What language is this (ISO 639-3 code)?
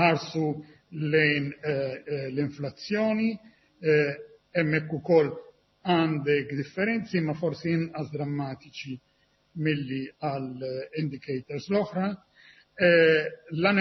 mlt